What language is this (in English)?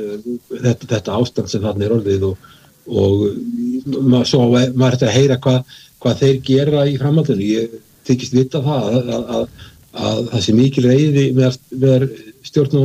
Icelandic